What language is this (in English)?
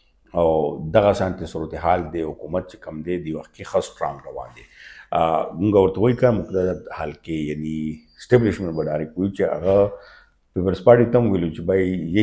Pashto